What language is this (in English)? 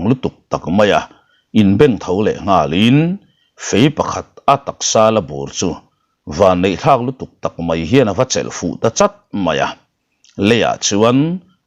Mizo